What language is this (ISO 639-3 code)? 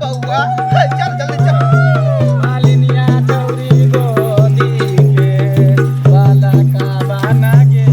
mai